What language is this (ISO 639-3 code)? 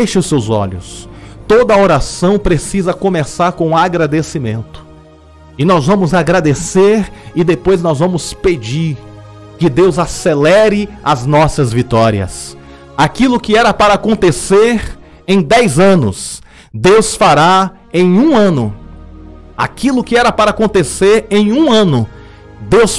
por